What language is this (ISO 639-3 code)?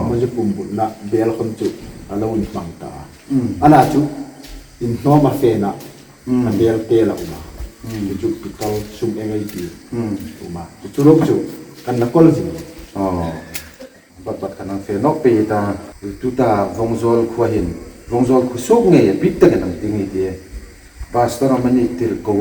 hmr